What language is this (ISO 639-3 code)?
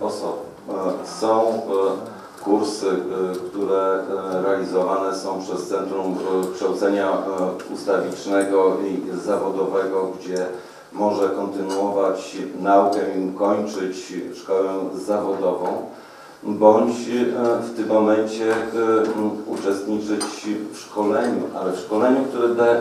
pol